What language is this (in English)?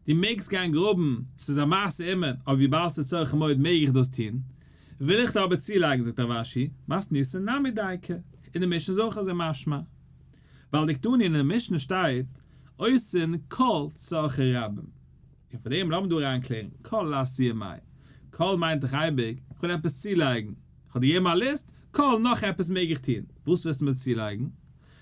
Yiddish